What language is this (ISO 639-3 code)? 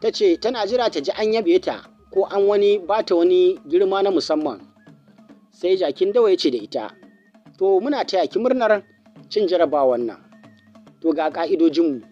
hau